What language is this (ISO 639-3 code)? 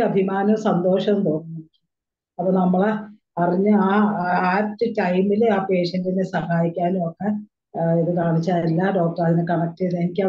mal